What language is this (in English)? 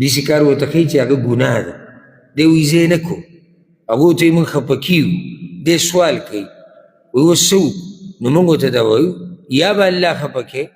Pashto